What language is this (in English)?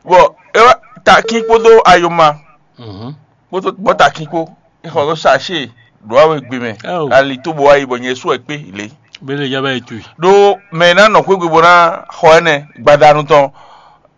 Fon